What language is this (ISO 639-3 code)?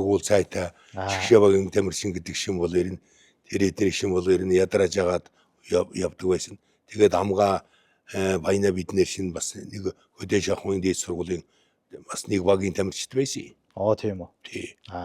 mon